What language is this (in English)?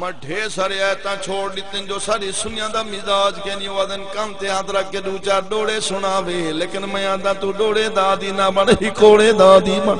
Saraiki